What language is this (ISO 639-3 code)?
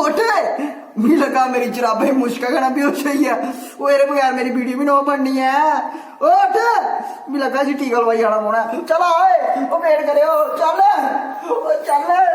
doi